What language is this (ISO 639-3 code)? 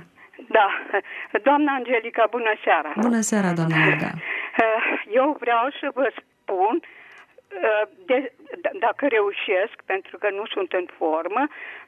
ron